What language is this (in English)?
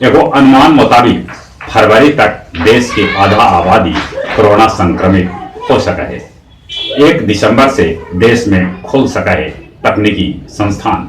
Magahi